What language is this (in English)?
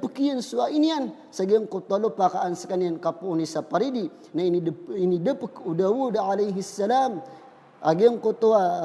Maranao